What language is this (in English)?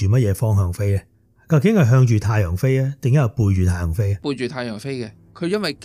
Cantonese